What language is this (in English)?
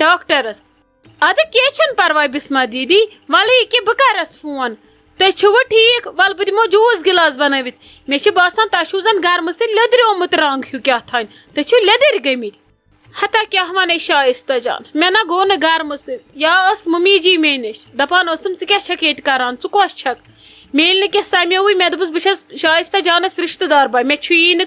Kashmiri